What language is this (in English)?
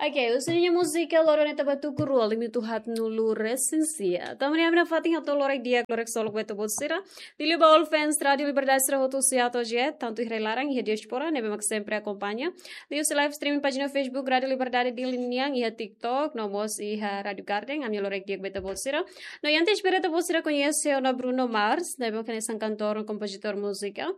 Tetum